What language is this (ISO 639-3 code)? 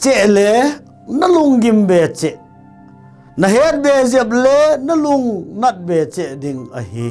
tcz